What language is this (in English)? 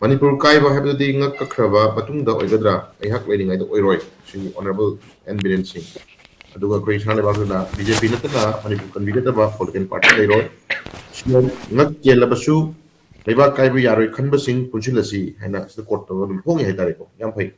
Manipuri